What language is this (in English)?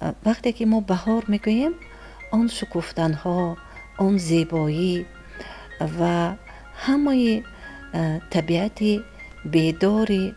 Tajik